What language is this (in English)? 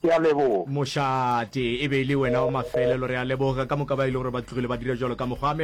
Northern Sotho